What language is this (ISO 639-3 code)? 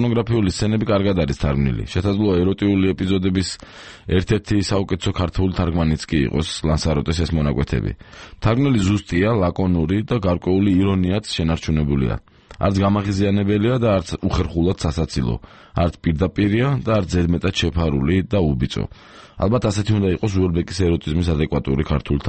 kat